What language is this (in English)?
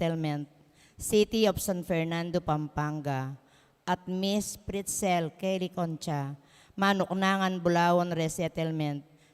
Pampanga